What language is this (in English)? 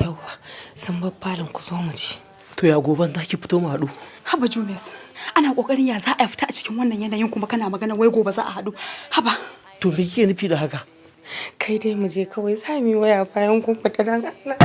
Hausa